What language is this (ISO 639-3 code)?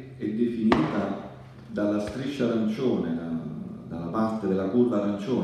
ita